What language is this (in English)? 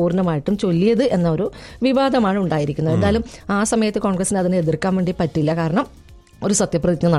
Malayalam